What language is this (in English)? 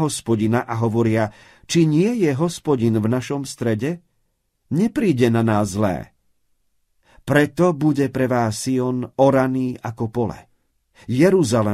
Slovak